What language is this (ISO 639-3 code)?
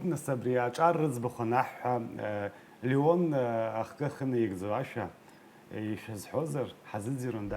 abk